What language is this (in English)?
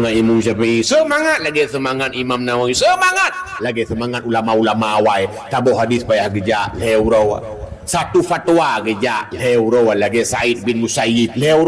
Achinese